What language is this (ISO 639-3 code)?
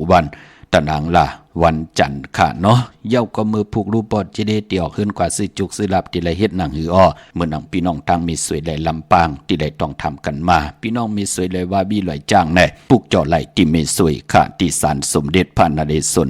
shn